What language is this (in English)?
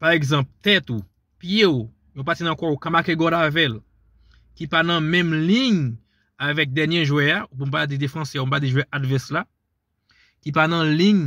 Haitian Creole